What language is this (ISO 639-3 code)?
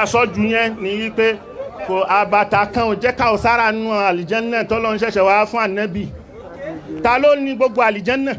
yor